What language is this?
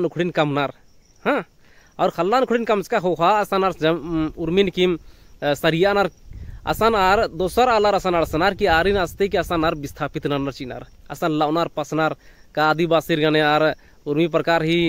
Kurukh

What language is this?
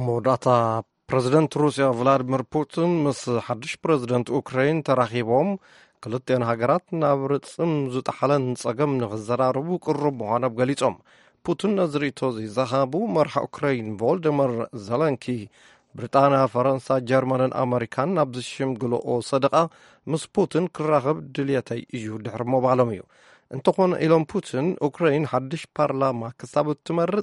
Tigrinya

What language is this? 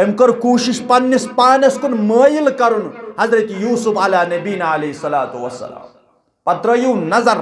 Kashmiri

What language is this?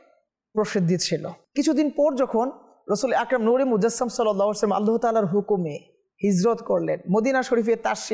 Bangla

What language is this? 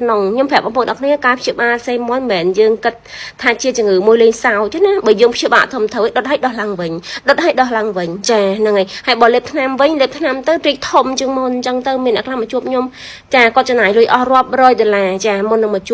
Khmer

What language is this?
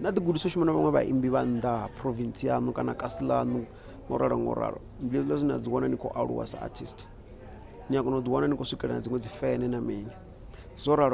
Venda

